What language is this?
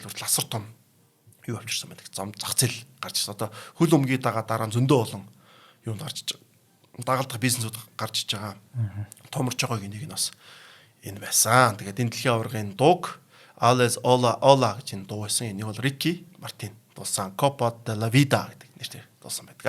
Mongolian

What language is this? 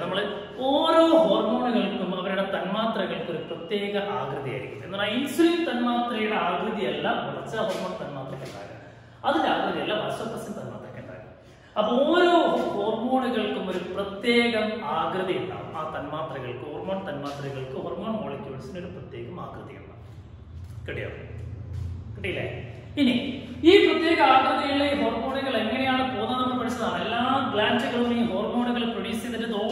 Malayalam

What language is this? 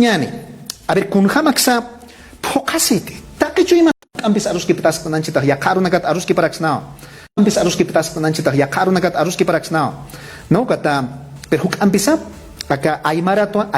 Aymara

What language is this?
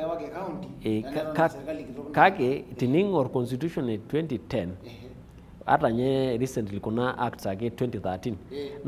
Masai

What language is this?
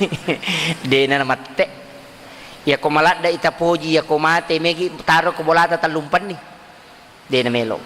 Buginese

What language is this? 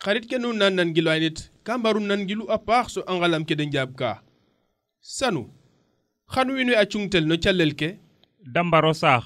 Serer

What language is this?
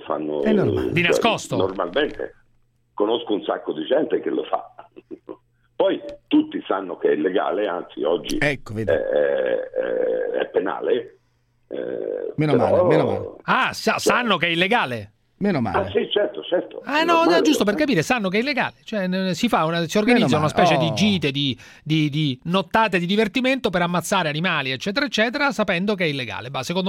Italian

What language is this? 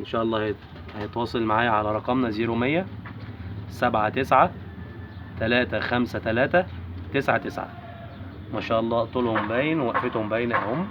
Egyptian Arabic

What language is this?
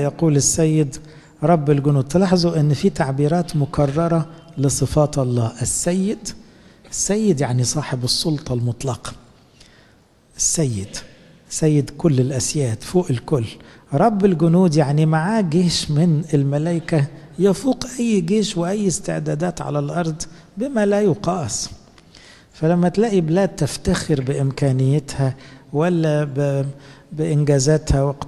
Egyptian Arabic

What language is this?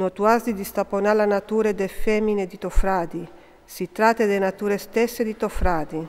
Friulian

